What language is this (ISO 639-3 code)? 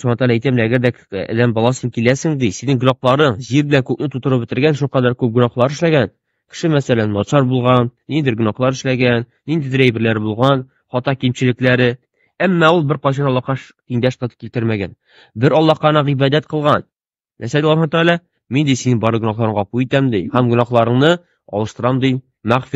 tat